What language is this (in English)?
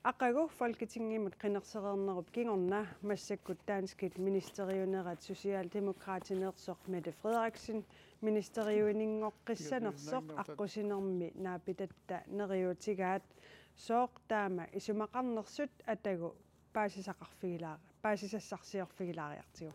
Kalaallisut